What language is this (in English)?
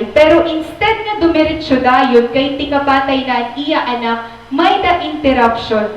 Waray